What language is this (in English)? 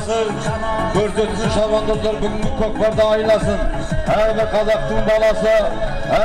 Kazakh